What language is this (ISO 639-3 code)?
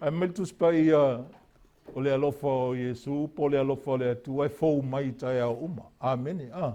smo